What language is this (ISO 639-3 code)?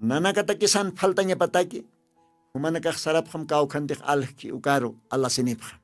aym